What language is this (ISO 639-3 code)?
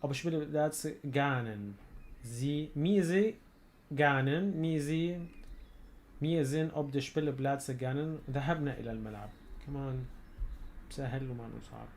apc